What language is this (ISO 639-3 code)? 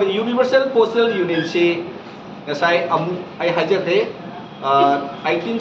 mni